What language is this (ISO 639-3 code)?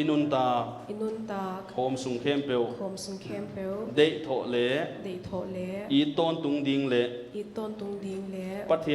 pck